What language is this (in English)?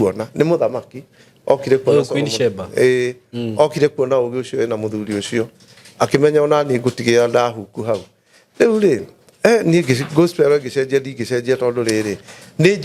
Kikuyu